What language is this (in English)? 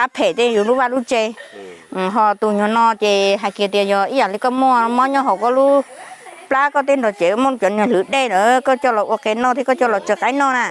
Hmong